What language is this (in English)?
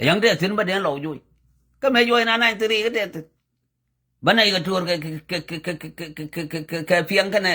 Nuer